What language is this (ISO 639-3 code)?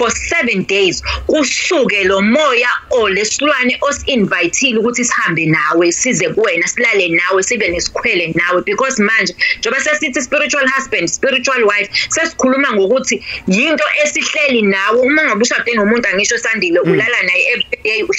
zul